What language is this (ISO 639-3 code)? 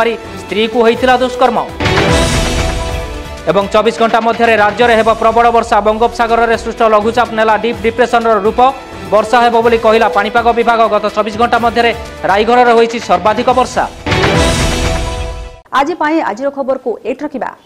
ori